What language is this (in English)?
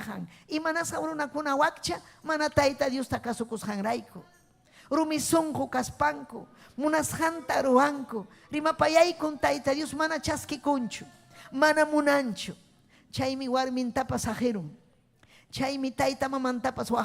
Ayacucho Quechua